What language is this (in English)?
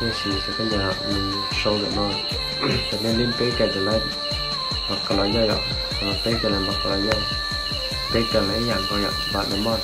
Hmong